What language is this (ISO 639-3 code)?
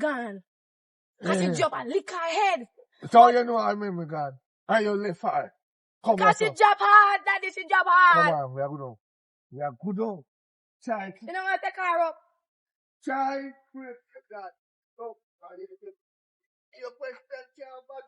jam